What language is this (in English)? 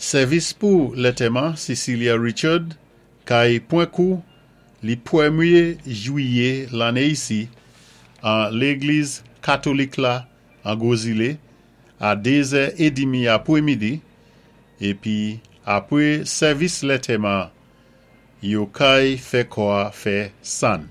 Saint Lucian Creole French